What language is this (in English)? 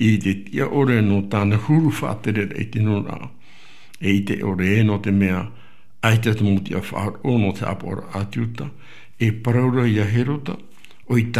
Tahitian